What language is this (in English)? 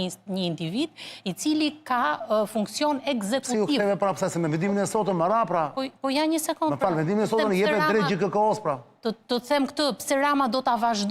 Albanian